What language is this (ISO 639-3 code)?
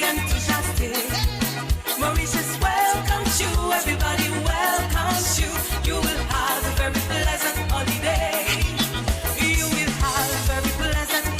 mfe